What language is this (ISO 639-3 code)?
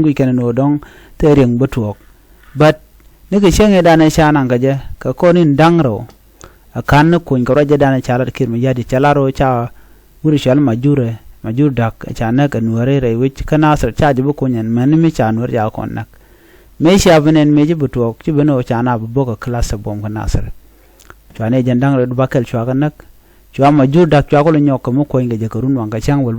nus